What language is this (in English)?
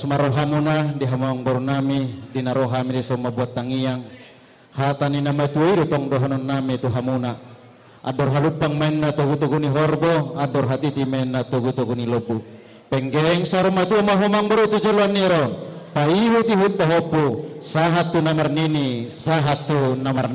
Batak Toba